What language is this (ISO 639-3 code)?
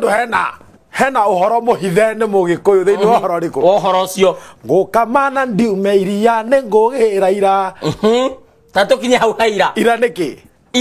kik